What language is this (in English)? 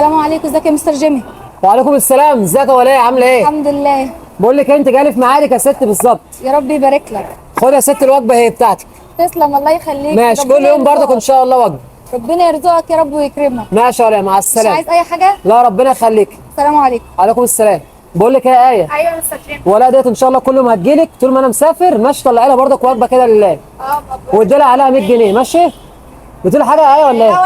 Egyptian Arabic